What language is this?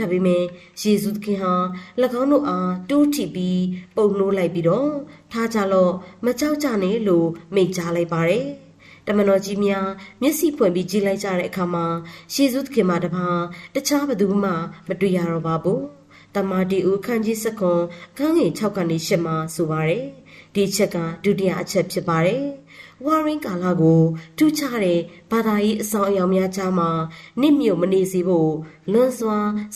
Burmese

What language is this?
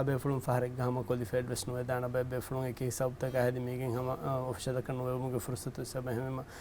Divehi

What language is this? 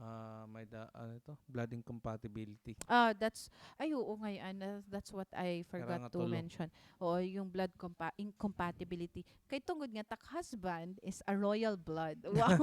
Waray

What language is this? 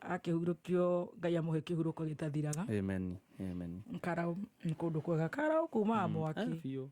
Kikuyu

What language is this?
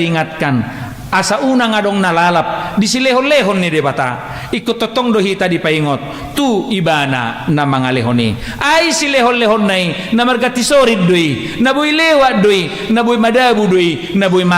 Batak Toba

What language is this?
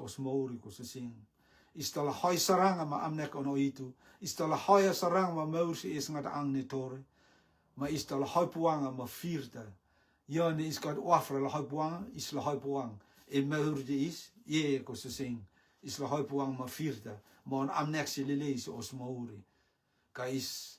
Rotuman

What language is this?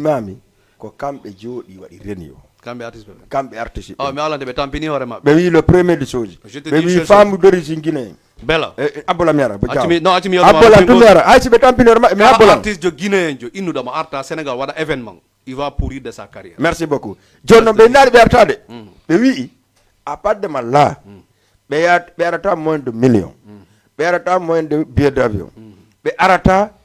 Fula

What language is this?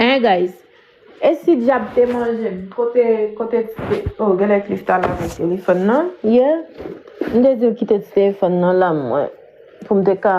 Haitian Creole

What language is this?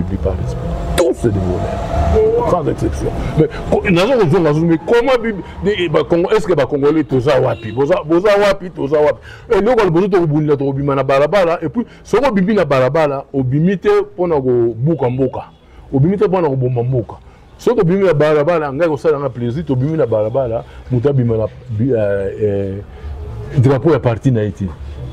Lingala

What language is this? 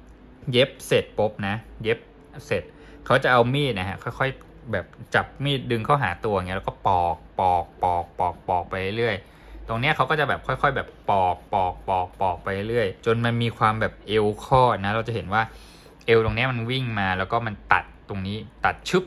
Thai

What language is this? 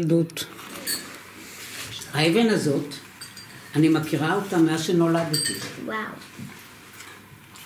Hebrew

